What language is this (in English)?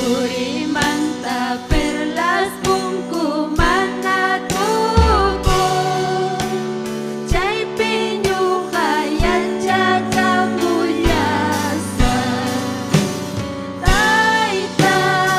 Ayacucho Quechua